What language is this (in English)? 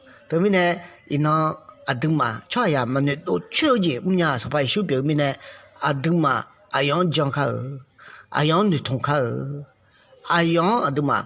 Akha